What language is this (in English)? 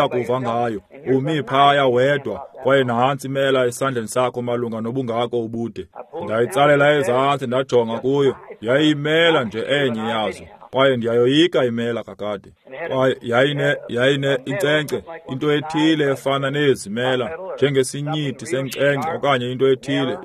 Xhosa